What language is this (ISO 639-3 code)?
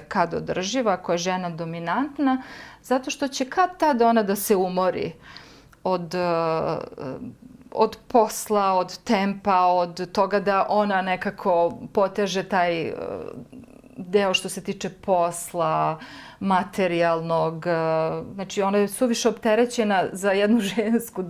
srp